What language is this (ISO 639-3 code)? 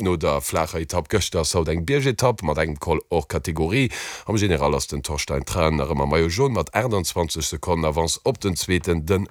ltz